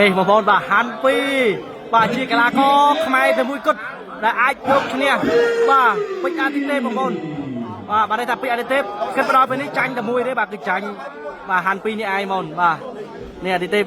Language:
Khmer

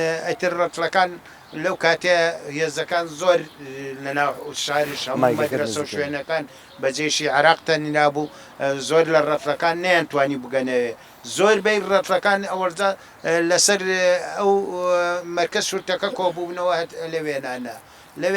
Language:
Central Kurdish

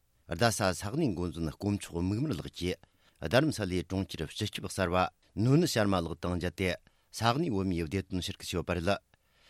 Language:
Tibetan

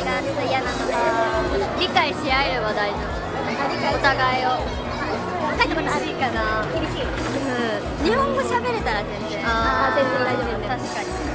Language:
Japanese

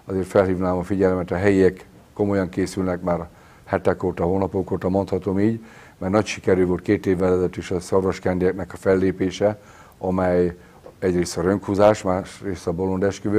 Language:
Hungarian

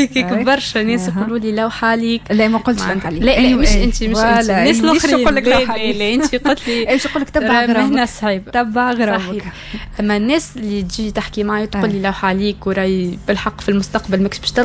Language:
Tunisian Arabic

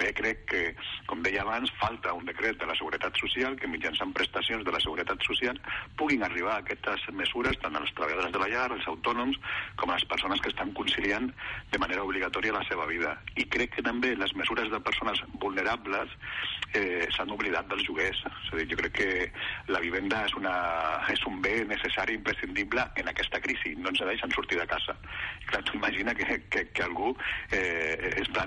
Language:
Catalan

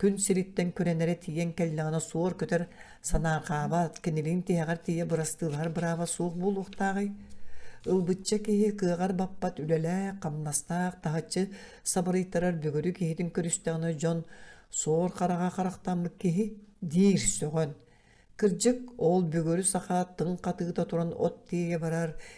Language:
Yakut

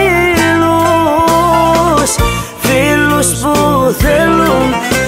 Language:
Greek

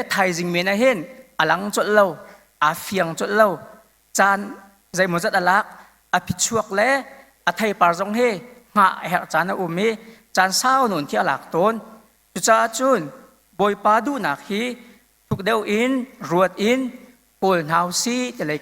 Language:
Hakha Chin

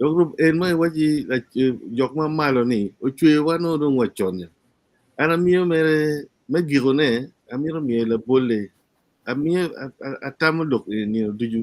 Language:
Acoli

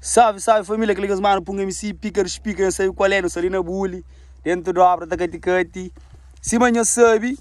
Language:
Kabuverdianu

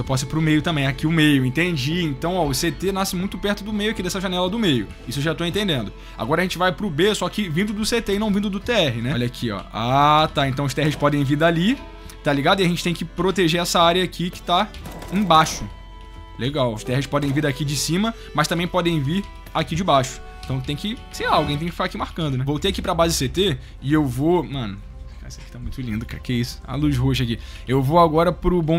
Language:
Portuguese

